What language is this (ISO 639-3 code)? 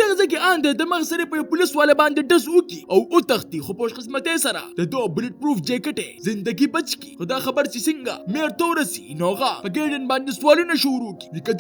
pus